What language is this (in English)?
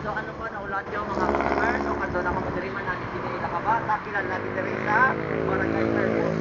Hiligaynon